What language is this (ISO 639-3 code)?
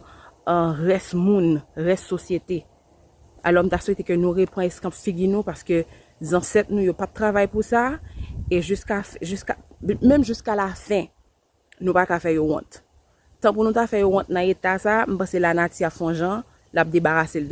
hat